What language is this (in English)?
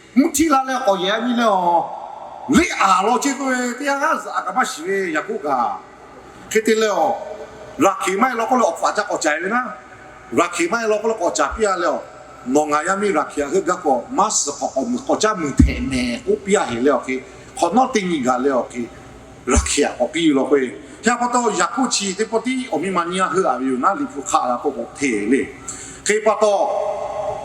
Lahu